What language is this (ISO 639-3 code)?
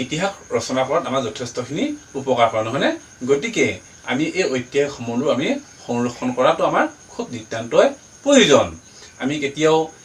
asm